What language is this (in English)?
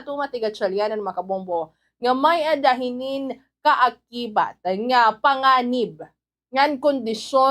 Waray